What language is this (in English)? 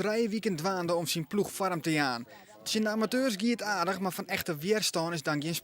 Western Frisian